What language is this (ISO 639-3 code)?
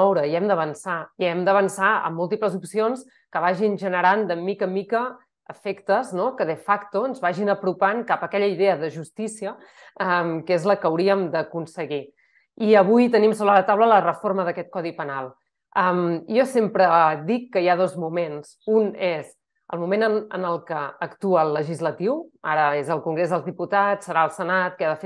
cat